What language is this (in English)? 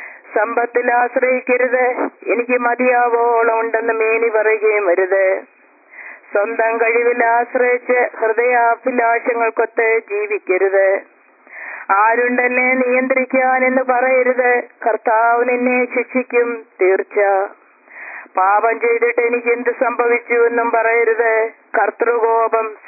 Malayalam